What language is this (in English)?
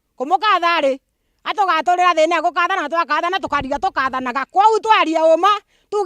Meru